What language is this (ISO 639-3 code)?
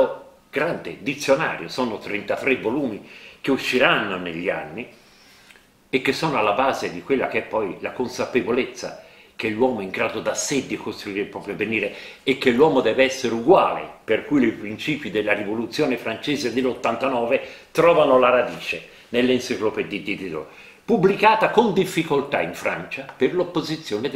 ita